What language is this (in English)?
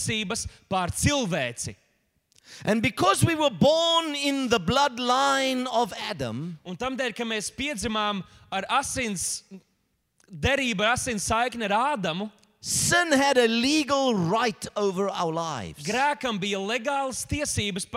Latvian